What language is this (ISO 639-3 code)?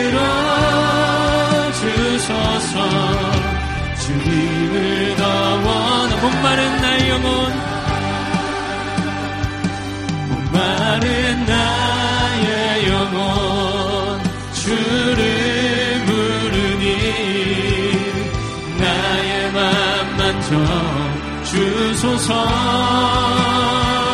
kor